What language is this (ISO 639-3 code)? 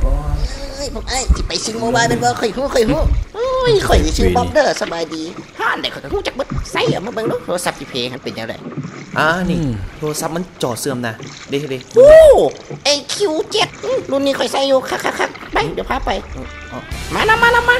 tts